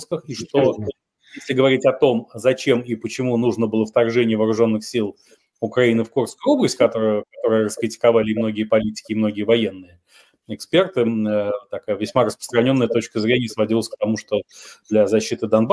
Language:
Russian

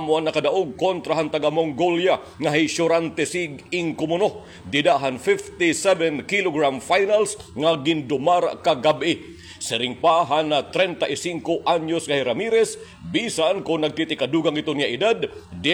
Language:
Waray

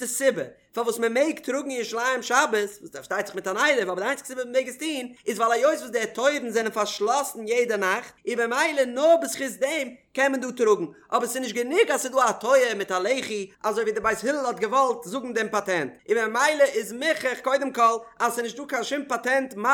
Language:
Yiddish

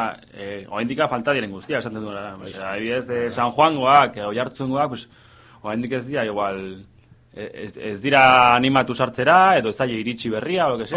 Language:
Basque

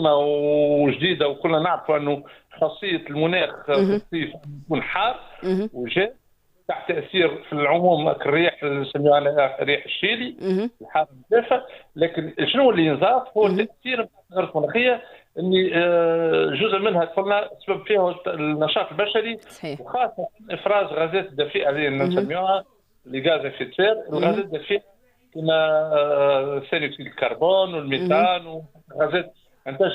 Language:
Tunisian Arabic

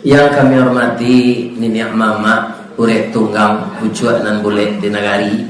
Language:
Minangkabau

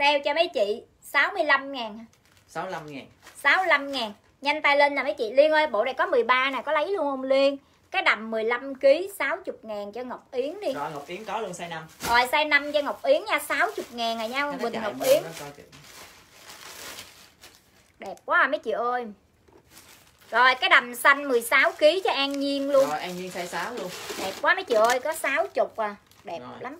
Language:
Vietnamese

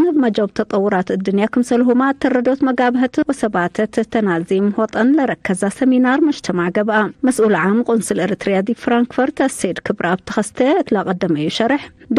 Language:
Tigre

